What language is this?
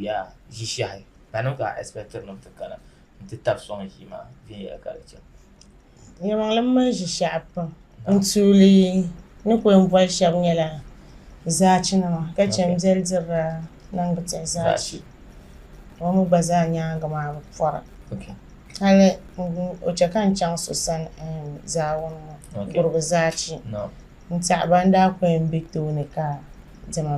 Dagbani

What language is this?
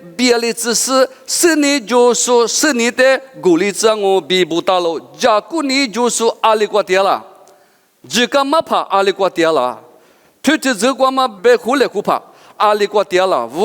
Lisu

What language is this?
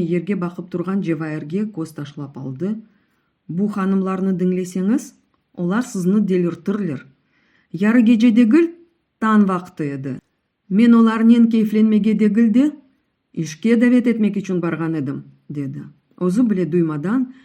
Crimean Tatar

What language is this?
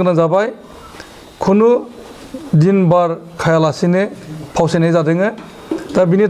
Bodo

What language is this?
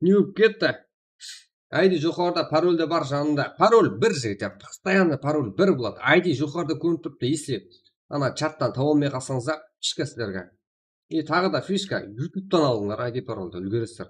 Kara-Kalpak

